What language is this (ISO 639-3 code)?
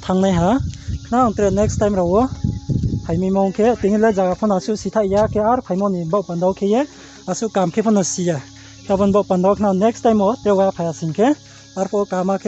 ria